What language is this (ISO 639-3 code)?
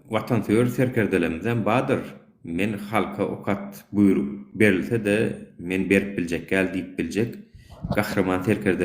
tuk